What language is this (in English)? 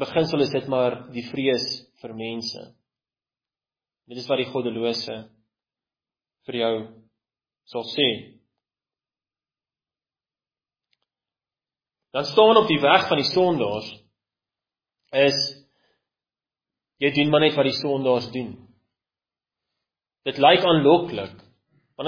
Afrikaans